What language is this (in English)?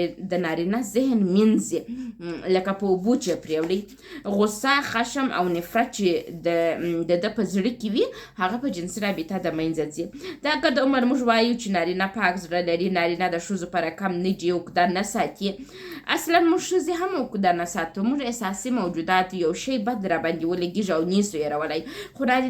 Pashto